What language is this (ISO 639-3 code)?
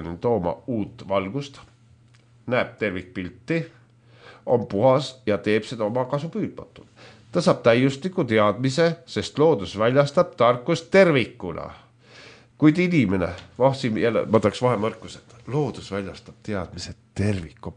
est